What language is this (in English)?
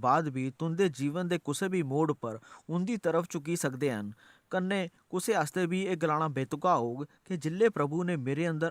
Dogri